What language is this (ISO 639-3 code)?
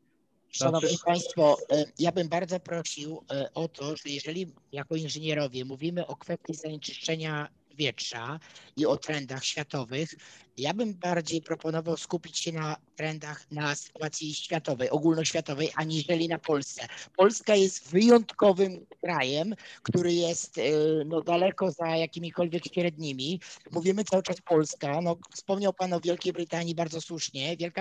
pol